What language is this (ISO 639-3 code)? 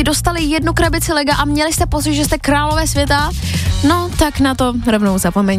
ces